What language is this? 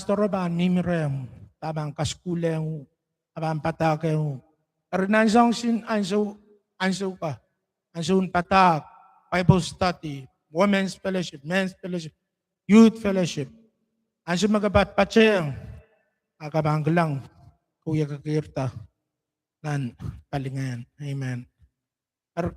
Pohnpeian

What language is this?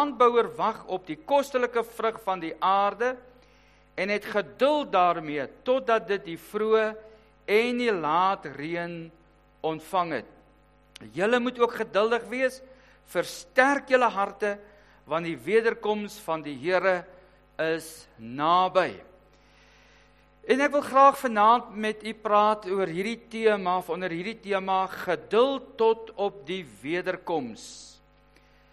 Afrikaans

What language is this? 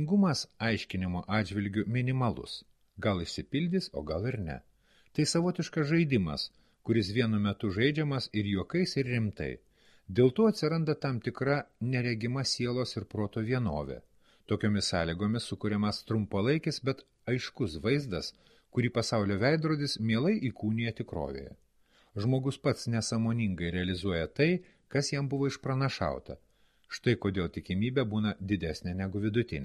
Lithuanian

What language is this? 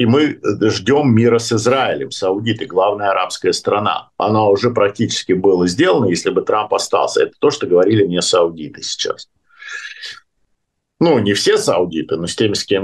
Russian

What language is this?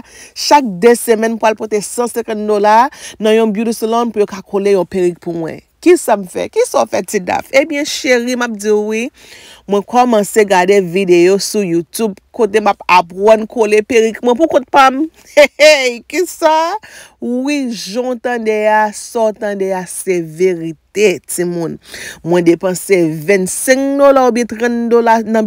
Haitian Creole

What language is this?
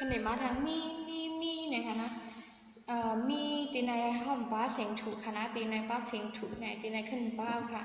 Shan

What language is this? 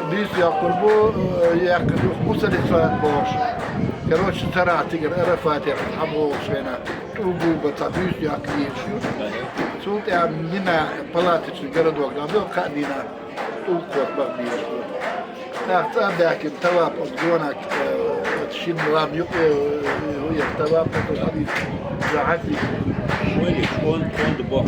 Chechen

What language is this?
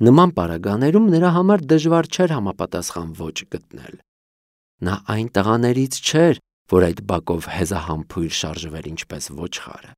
Armenian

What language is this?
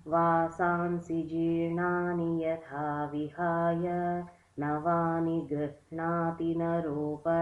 Sanskrit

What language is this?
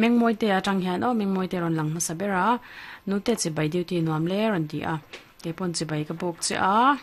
Mizo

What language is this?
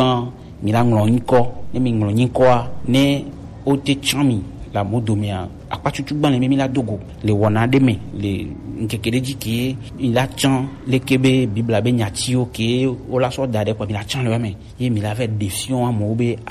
Gen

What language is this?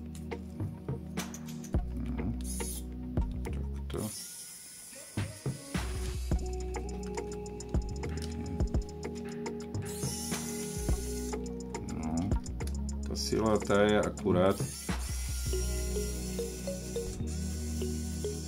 Slovak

